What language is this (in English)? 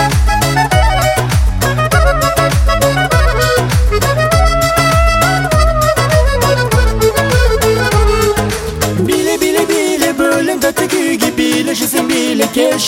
Kazakh